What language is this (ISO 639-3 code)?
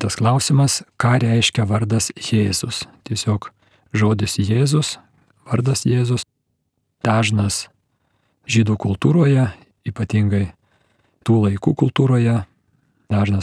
lit